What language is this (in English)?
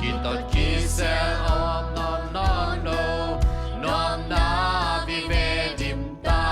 Tedim Chin